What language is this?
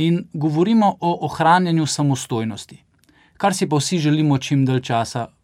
Slovenian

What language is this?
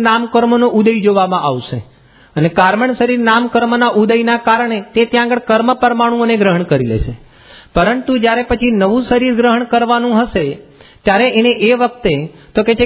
Gujarati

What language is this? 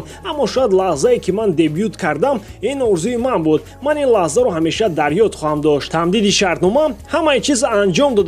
Tajik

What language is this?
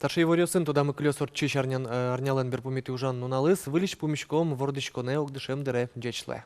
Udmurt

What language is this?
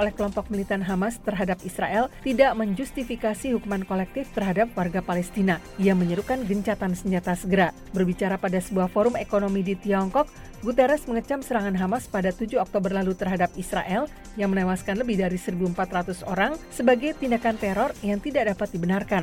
Indonesian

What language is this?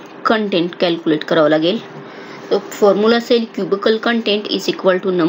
Marathi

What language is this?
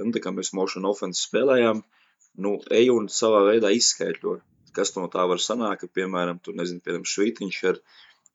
Latvian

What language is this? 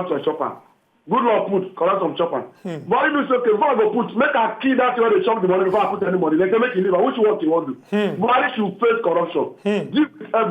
Nigerian Pidgin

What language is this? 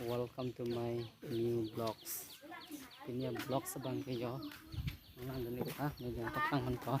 Karbi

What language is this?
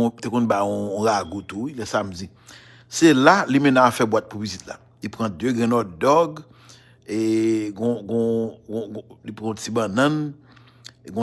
Haitian Creole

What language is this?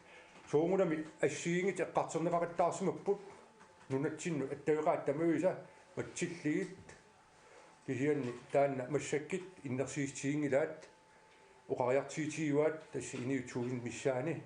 Kalaallisut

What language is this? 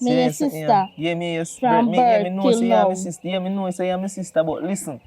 Jamaican Creole English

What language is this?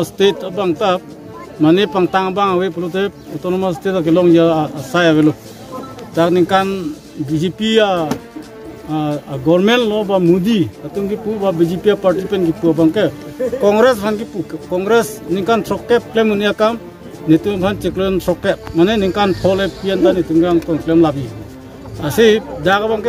Karbi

